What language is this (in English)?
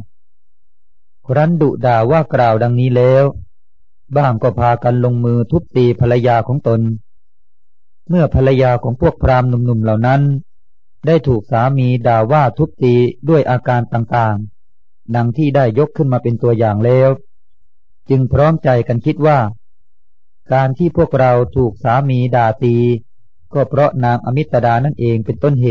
Thai